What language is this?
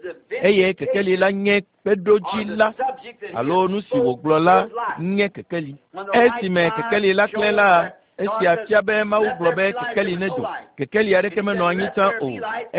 Ewe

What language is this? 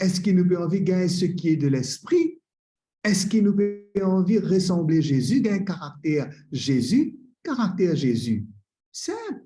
Morisyen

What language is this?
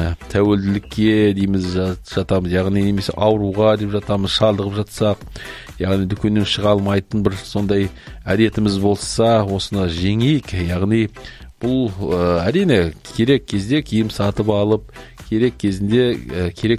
Kazakh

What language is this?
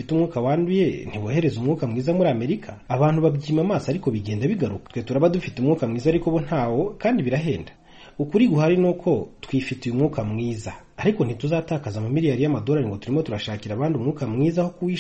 Kinyarwanda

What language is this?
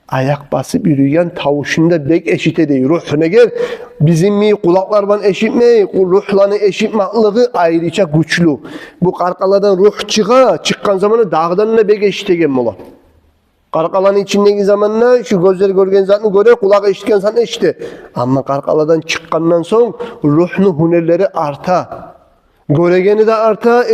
Kumyk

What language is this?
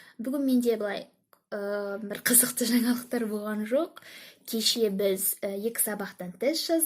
Kazakh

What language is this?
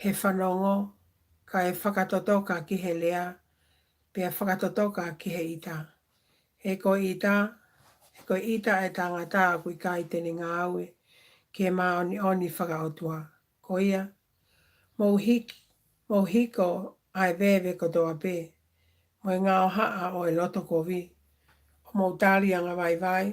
Tongan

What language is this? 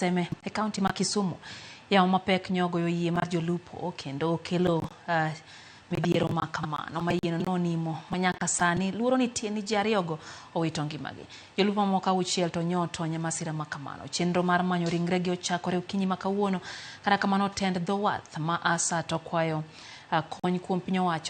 Luo (Kenya and Tanzania)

